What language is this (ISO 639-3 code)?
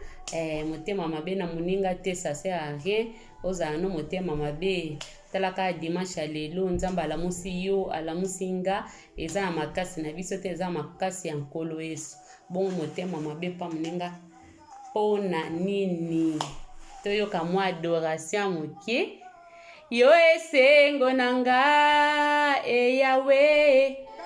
lin